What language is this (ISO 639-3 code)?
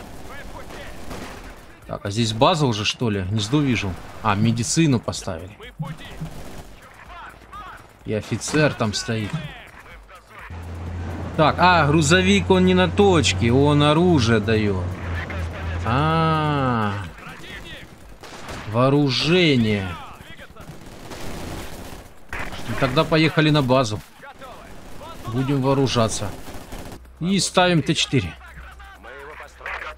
rus